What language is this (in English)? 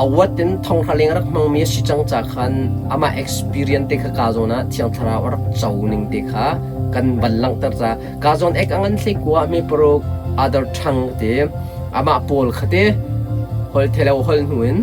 Hakha Chin